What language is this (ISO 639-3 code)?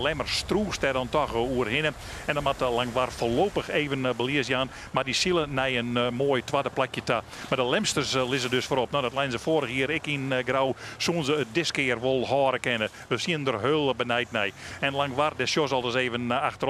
fry